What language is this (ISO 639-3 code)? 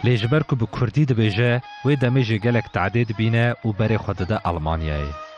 kur